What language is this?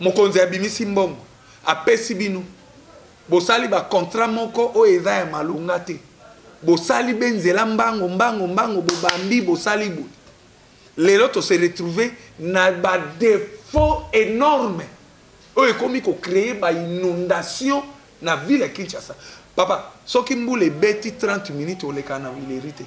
Lingala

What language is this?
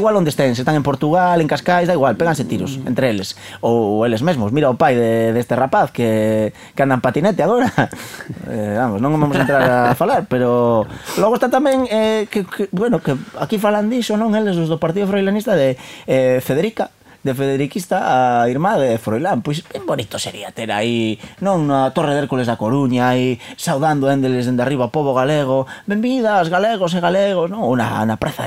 Galician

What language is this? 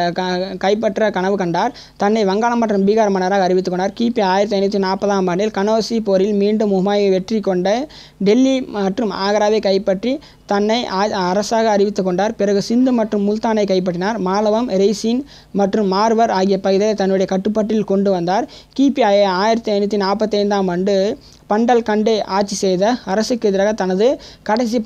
Tamil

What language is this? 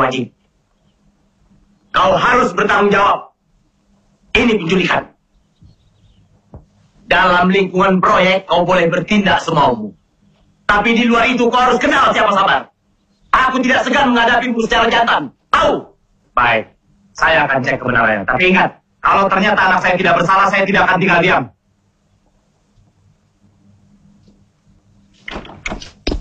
Indonesian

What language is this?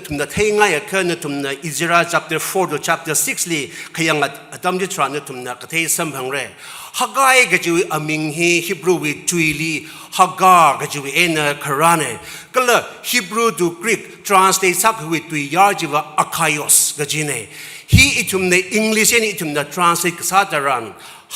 Tangkhul Naga (India)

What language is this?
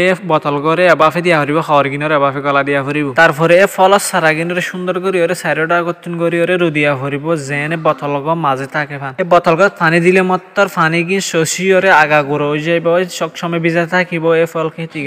Rohingya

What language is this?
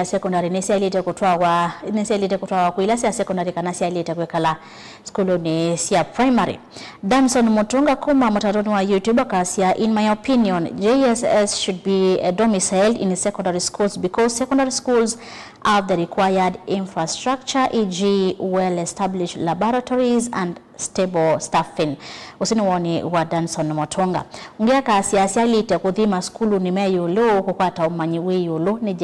Kamba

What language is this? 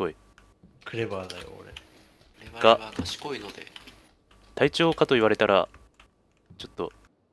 Japanese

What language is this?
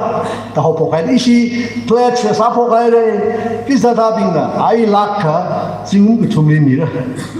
Tangkhul Naga (India)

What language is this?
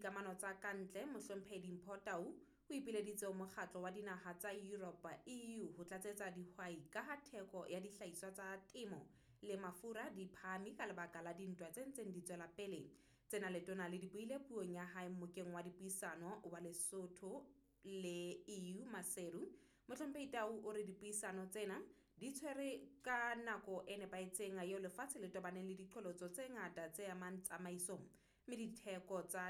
Southern Sotho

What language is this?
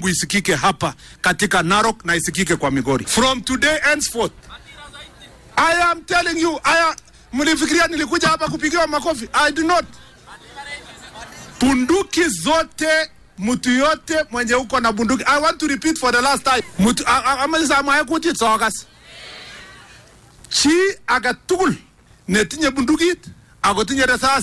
Swahili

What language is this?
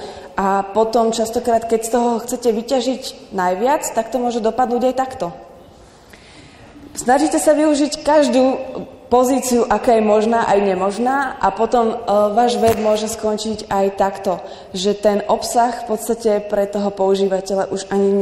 Slovak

